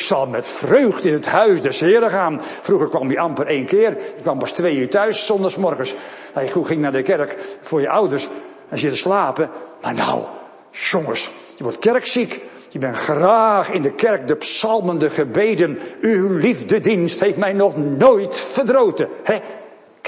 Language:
Dutch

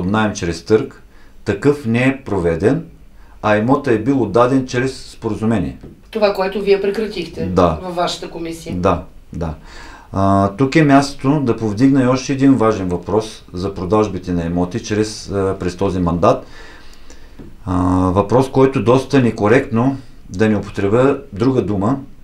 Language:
Bulgarian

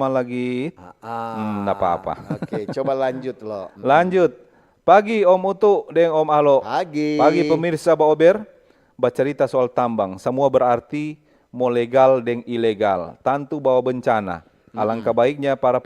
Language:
Manado Malay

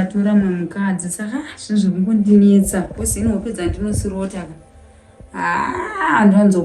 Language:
Shona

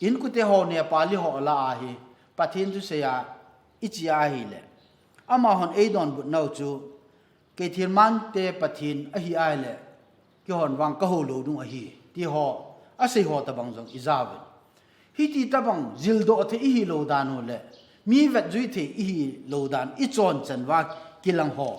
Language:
Thado Chin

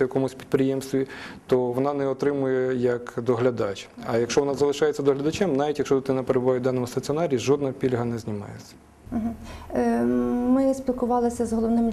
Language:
Ukrainian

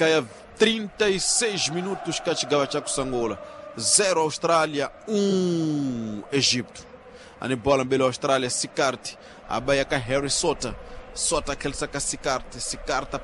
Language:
Tsonga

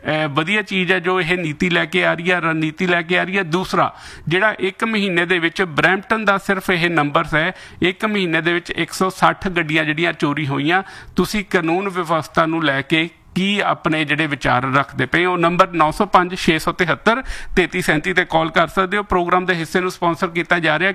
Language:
Punjabi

